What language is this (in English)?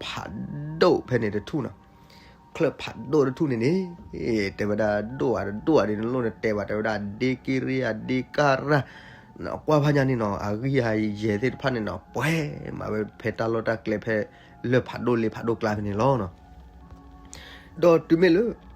S'gaw Karen